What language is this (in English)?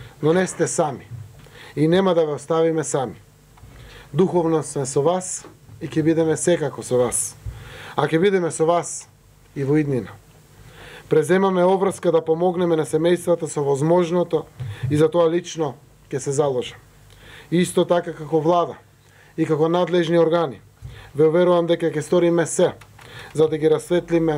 Macedonian